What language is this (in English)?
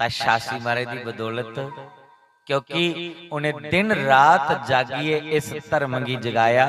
Dogri